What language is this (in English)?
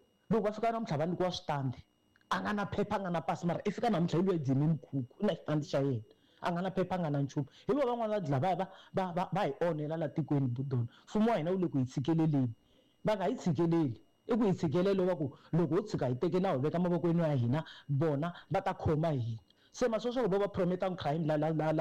Tsonga